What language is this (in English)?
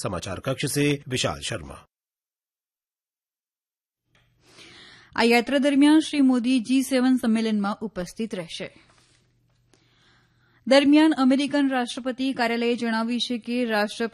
Gujarati